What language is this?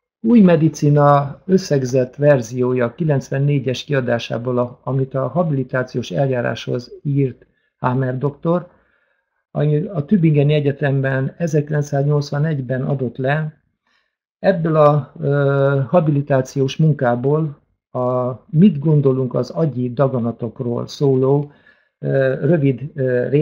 Hungarian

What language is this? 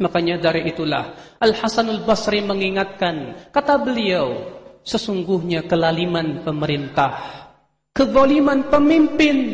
Indonesian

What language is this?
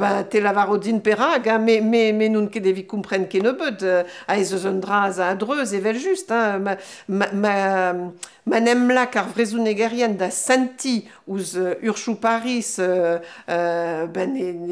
Breton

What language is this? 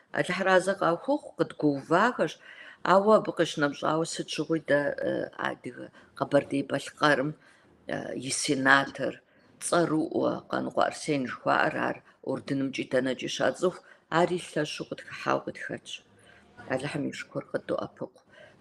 Kabardian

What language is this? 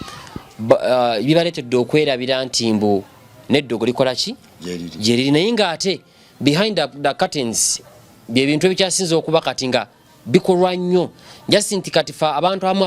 Ganda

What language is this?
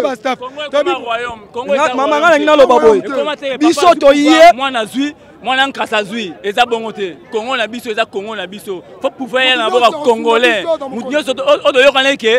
Lingala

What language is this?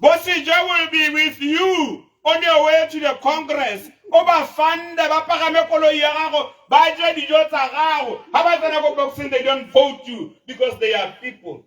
Tswana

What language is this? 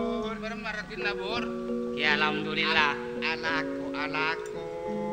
Madurese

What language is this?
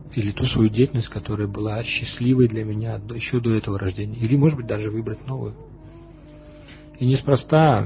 Russian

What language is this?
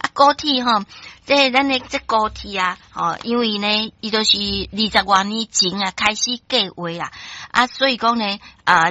Min Nan Chinese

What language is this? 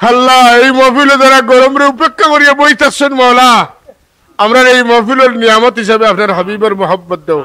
Sylheti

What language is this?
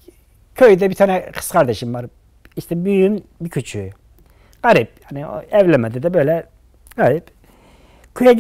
Turkish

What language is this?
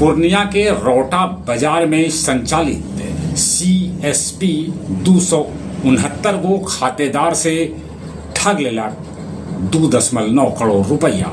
Magahi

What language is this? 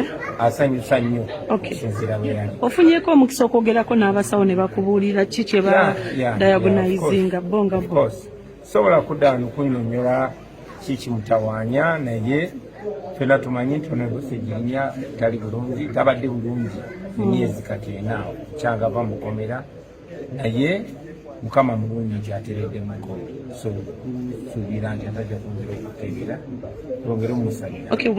Ganda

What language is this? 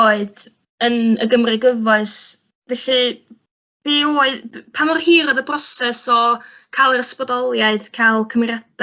Welsh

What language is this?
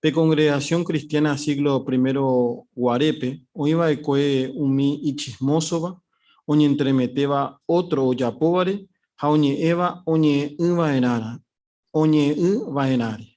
Guarani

